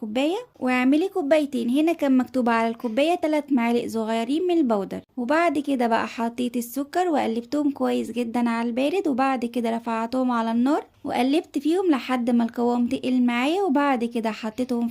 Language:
Egyptian Arabic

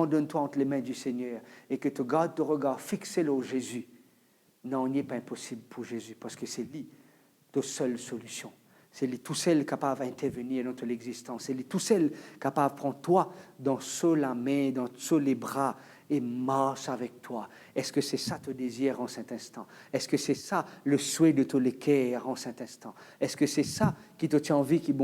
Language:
Morisyen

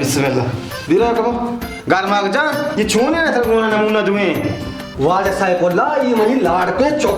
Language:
Baluchi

